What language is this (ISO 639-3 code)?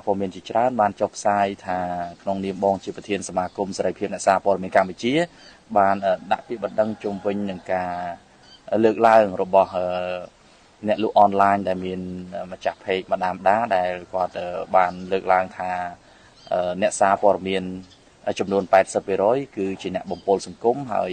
khm